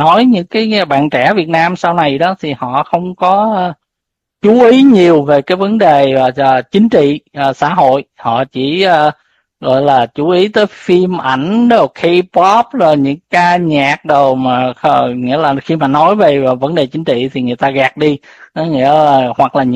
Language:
Vietnamese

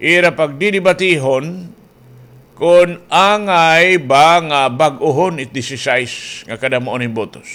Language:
Waray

